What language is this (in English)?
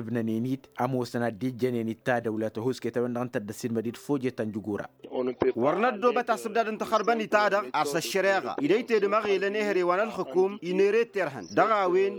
Tamasheq